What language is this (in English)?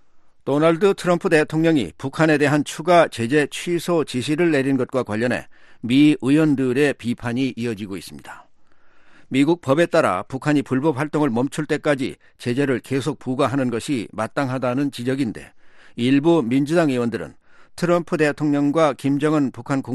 Korean